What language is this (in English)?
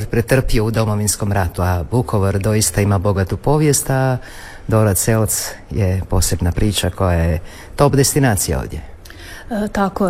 Croatian